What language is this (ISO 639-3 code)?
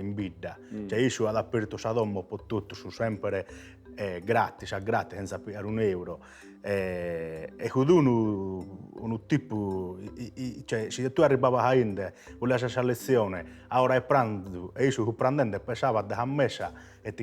srd